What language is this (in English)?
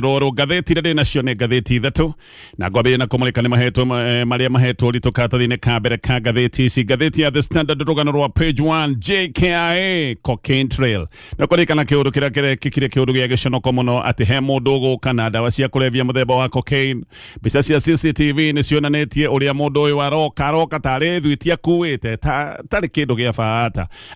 Kikuyu